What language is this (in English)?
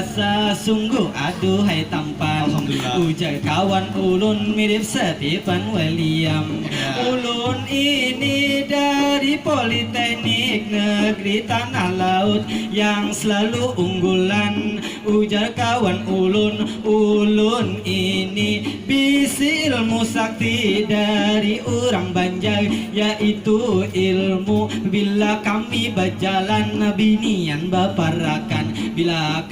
Banjar